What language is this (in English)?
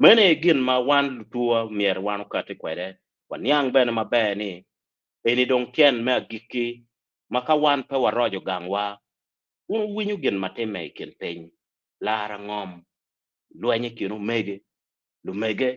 Acoli